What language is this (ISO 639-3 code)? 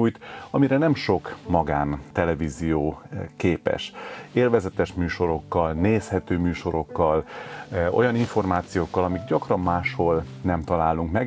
hun